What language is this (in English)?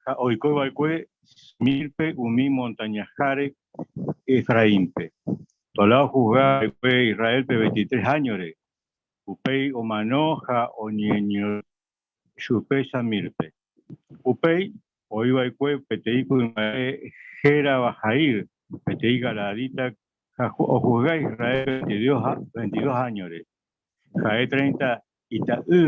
Guarani